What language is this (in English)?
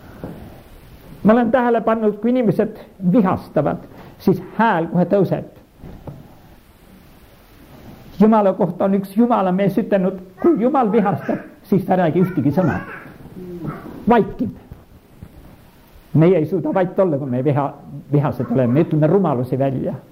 Estonian